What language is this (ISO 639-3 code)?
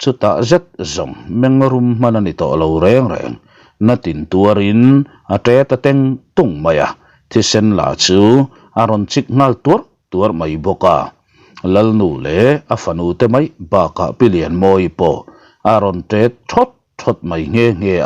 lus